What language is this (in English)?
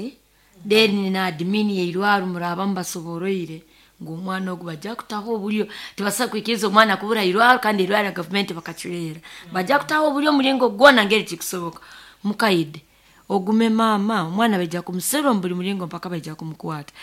Nyankole